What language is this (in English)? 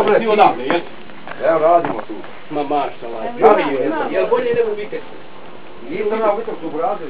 Bosnian